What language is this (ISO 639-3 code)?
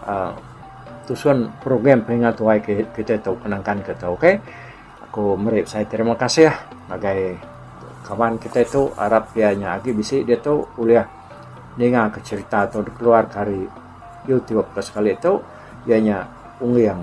iba